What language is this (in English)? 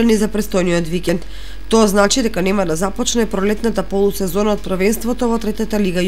Macedonian